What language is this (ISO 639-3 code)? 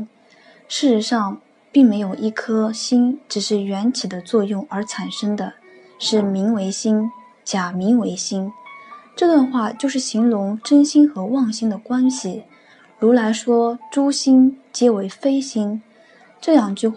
zho